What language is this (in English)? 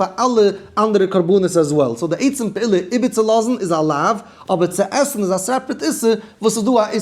Yiddish